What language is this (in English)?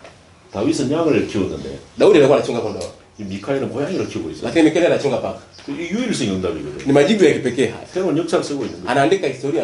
Korean